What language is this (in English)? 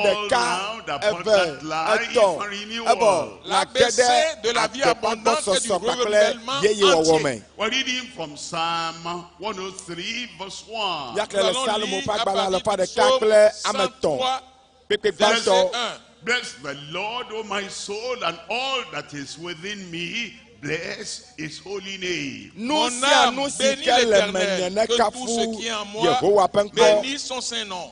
Ewe